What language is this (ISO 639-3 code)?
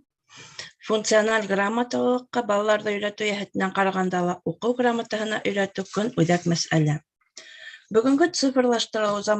bak